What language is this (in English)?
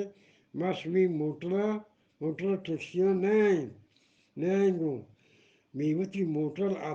Eastern Balochi